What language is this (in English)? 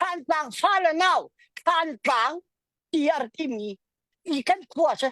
Hakha Chin